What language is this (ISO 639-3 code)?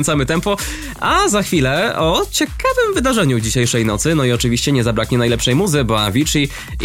pol